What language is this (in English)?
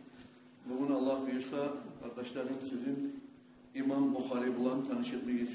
Kumyk